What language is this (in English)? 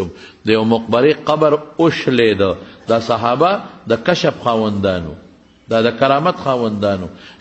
Pashto